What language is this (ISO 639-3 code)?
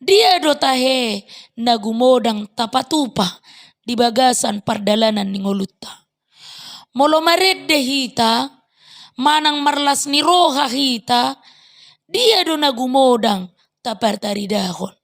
bbc